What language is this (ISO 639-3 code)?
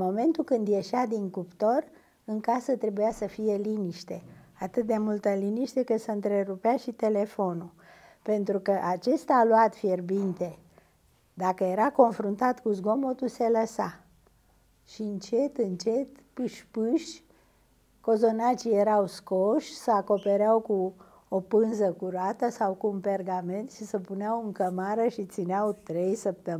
ron